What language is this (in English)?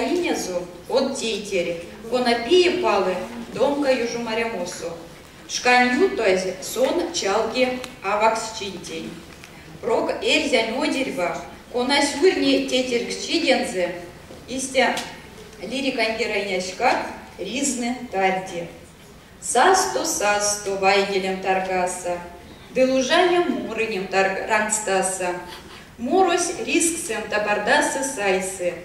Erzya